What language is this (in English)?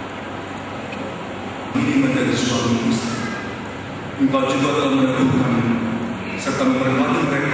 Indonesian